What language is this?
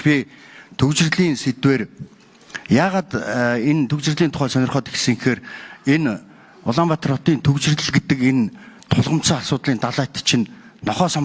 Mongolian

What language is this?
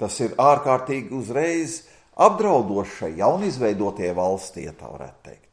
Latvian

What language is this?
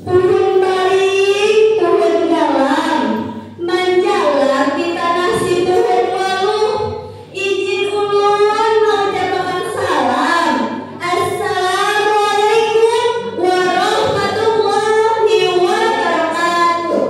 Banjar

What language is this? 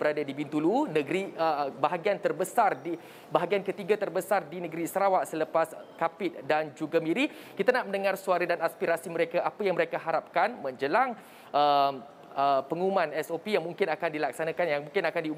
Malay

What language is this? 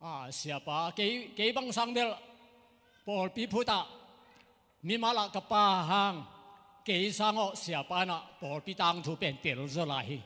Tedim Chin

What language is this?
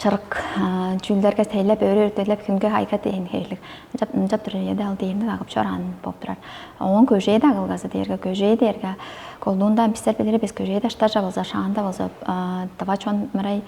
Tuvinian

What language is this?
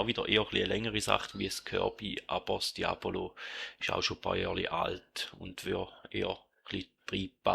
Swiss German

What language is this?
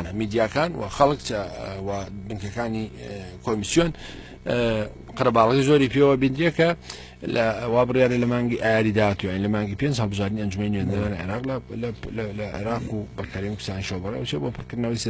Central Kurdish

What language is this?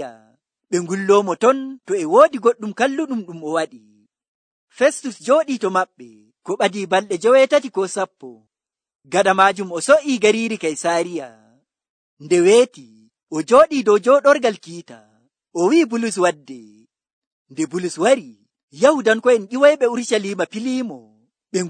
Nigerian Fulfulde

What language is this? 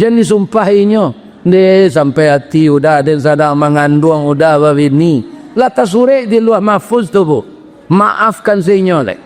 Minangkabau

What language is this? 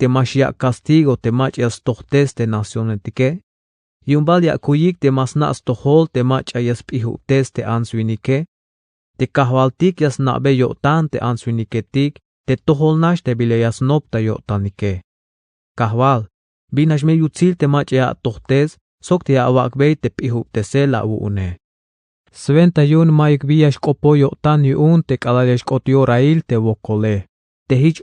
Tzeltal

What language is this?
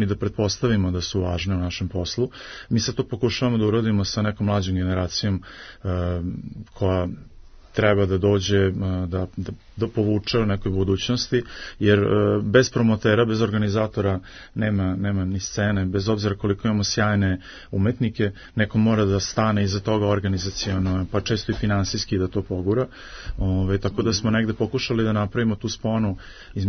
Serbian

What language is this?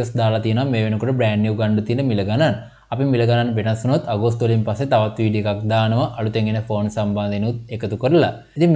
Sinhala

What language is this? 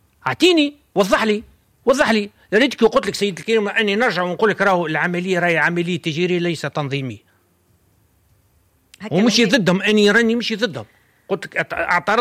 Tunisian Arabic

